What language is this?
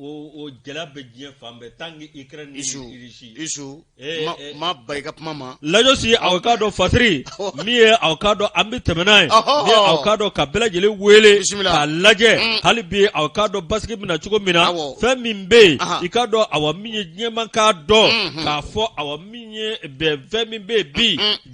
Bambara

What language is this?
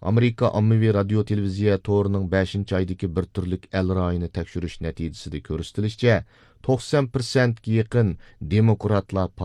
Uyghur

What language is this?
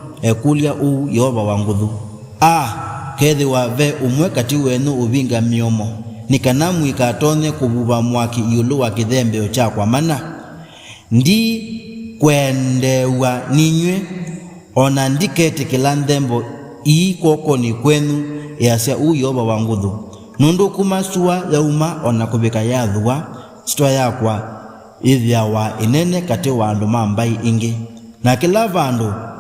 Kamba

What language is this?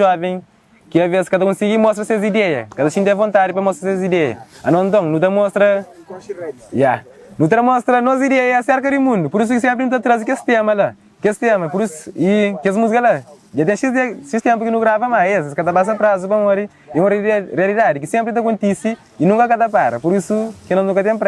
Kabuverdianu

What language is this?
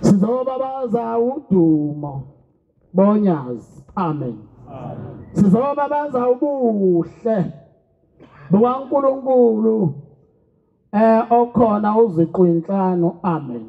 Zulu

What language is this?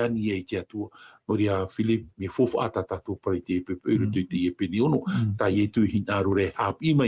Tahitian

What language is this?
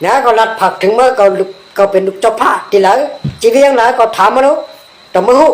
Shan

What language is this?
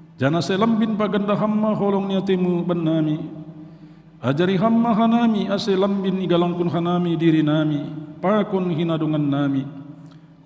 Batak Simalungun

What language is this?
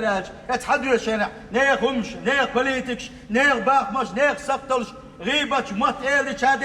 Chechen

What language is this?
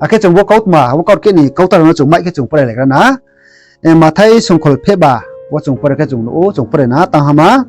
Riang (India)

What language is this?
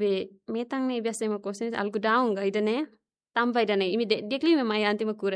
Tetum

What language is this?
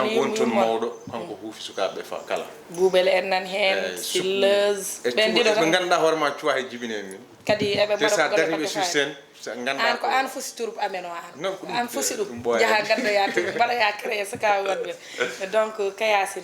Fula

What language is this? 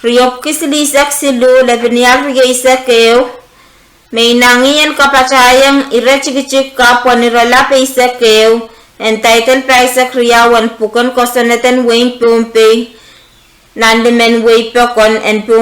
Pohnpeian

